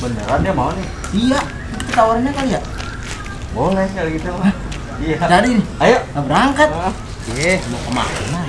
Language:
Betawi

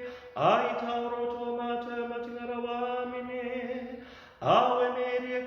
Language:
Māori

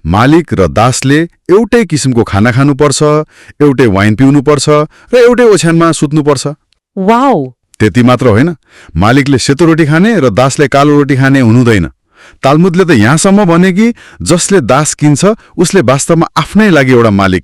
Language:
Nepali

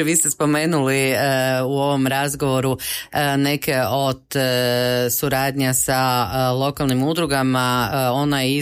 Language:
Croatian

